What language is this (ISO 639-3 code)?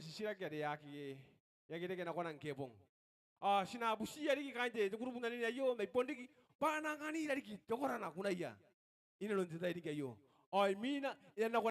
gil